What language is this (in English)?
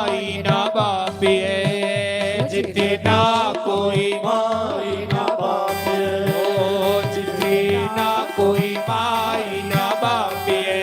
Dogri